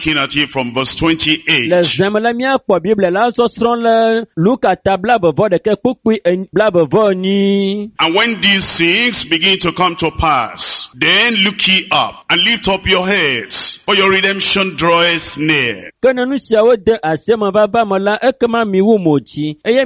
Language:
Ewe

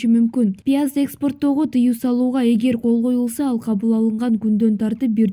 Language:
Kyrgyz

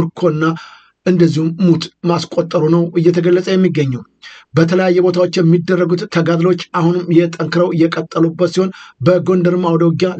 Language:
Amharic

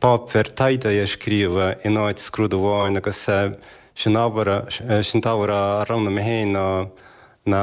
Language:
Irish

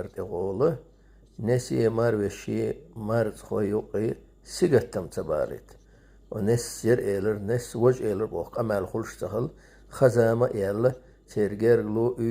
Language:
Chechen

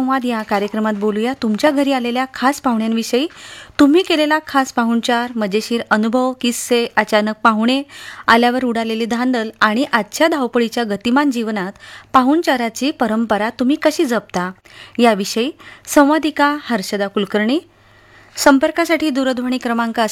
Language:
Marathi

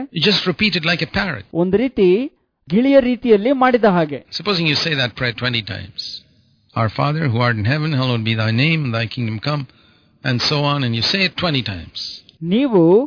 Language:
Kannada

